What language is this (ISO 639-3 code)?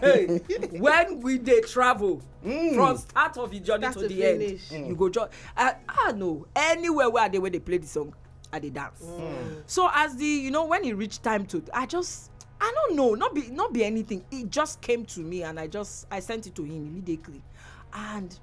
pcm